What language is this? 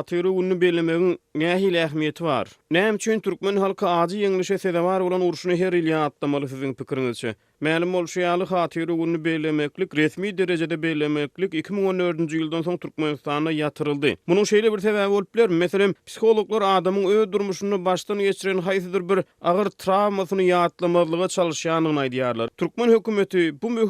Turkmen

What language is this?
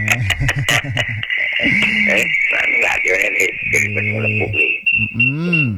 Balinese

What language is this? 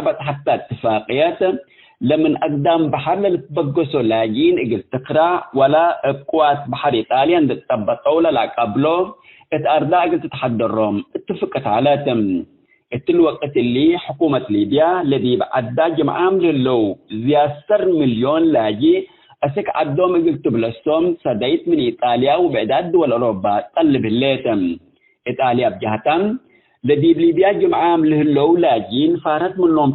Tigre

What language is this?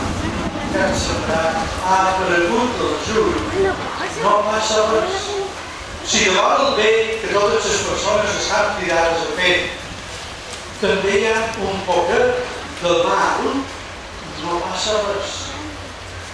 Catalan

